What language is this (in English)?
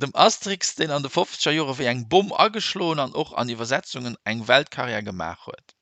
Luxembourgish